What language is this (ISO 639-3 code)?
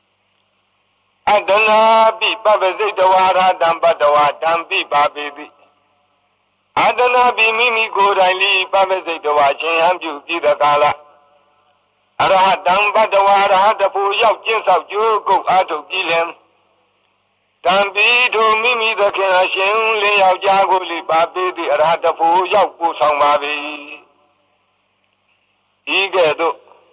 mya